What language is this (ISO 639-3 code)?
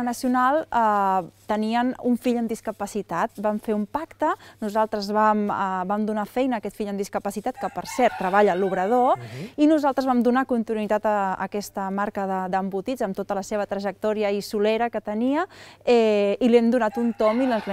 cat